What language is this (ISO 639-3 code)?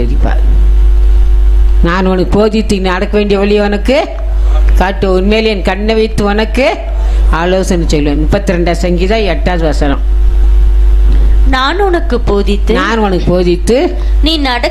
tam